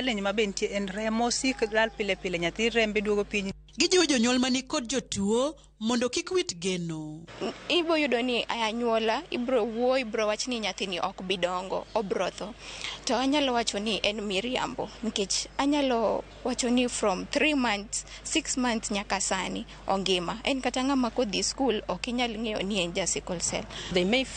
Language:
Luo (Kenya and Tanzania)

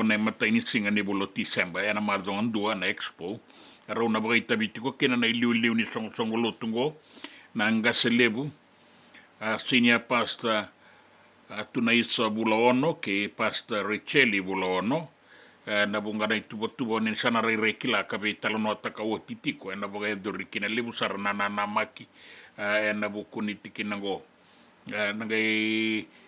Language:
Fijian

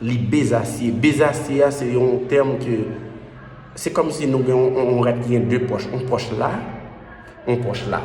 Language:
Haitian Creole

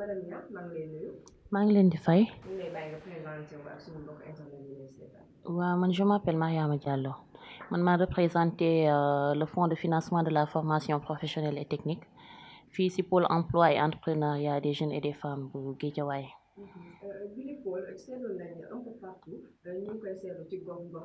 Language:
Wolof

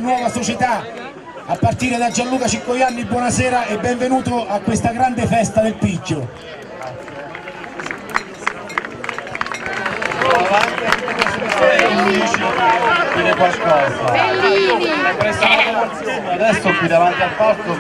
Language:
Italian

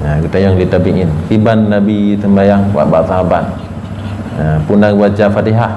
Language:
Achinese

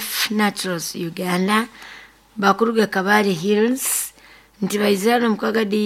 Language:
Nyoro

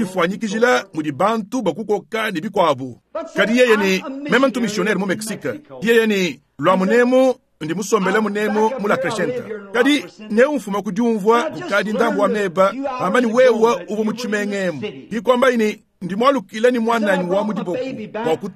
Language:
Luba-Lulua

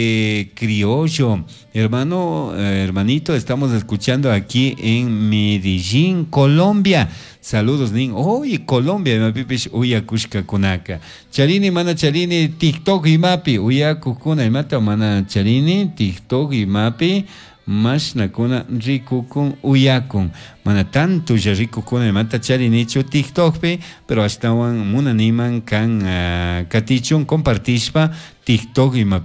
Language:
Chimborazo Highland Quichua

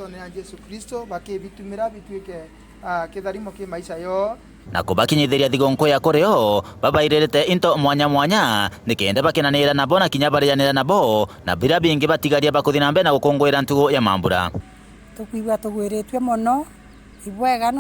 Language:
Meru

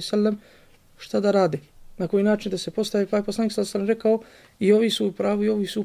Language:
Bosnian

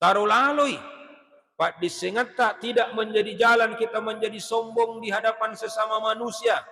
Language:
Buginese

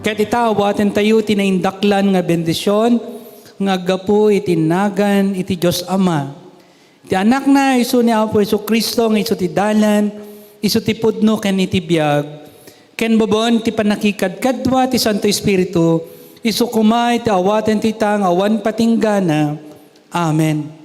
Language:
Iloko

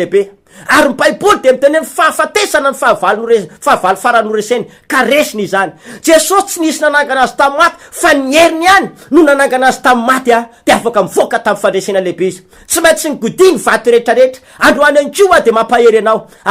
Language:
Malagasy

